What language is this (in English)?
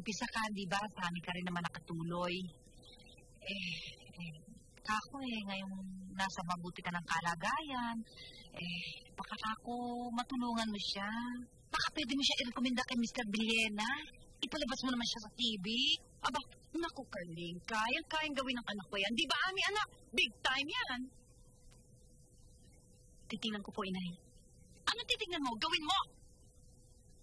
Filipino